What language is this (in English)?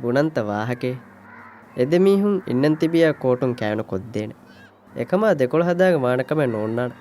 Divehi